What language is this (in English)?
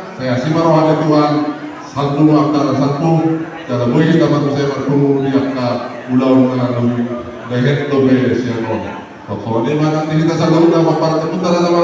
Batak Toba